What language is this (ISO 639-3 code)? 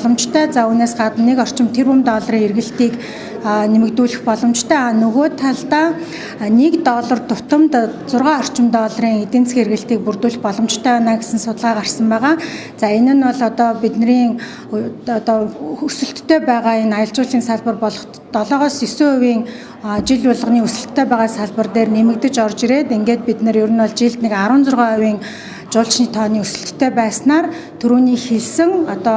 mon